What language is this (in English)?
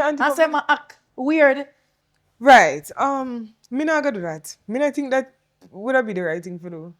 Jamaican Creole English